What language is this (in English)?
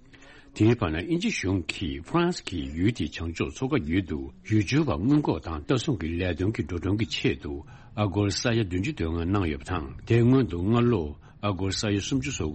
Tibetan